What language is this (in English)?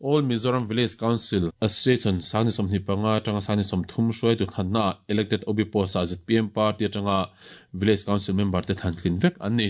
Mizo